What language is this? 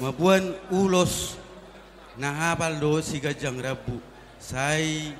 Batak Toba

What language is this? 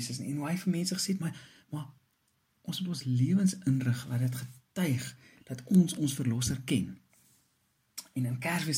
Afrikaans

